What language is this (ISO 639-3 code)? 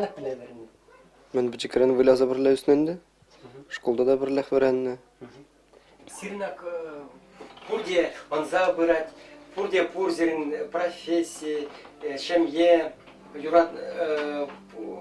chv